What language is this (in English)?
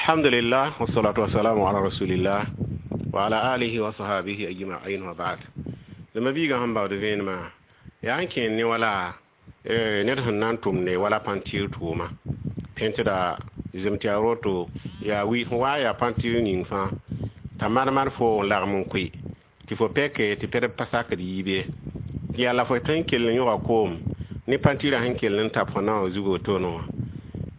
Mossi